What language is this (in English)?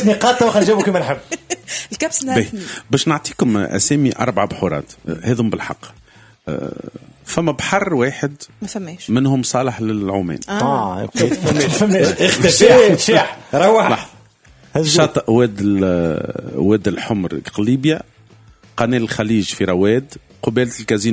Tunisian Arabic